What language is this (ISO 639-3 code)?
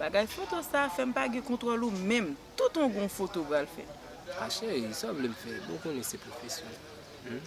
hat